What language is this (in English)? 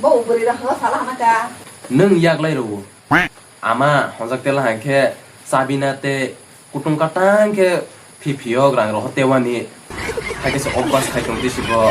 Kok Borok